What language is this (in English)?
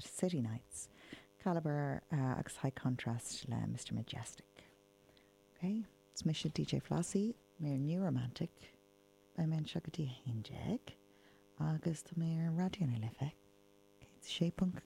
Irish